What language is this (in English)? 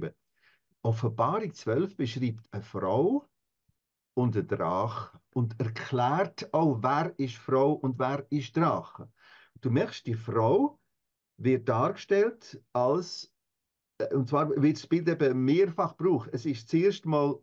Swiss German